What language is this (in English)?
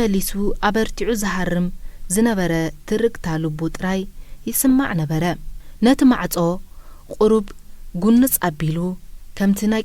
Tigrinya